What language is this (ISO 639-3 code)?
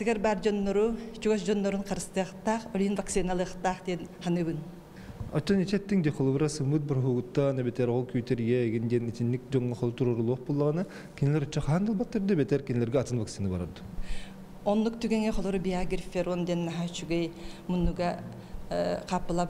sah